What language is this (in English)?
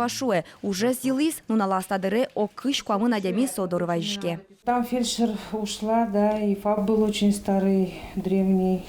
Udmurt